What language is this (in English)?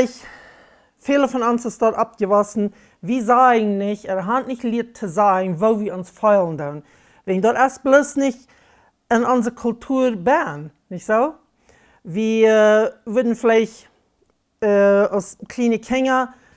Plautdietsch